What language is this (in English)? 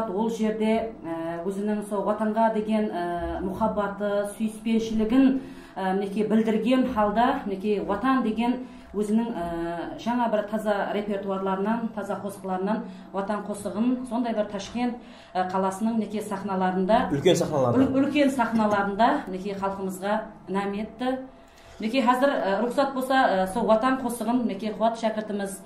Kara-Kalpak